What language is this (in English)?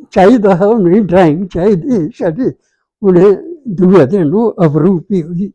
Dogri